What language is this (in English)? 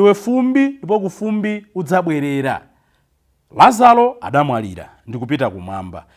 Nyanja